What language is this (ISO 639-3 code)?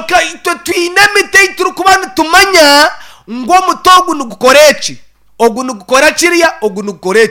nyn